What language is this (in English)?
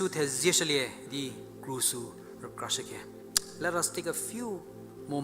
Angami Naga